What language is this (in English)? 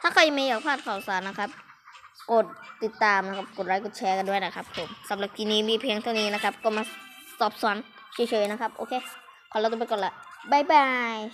Lao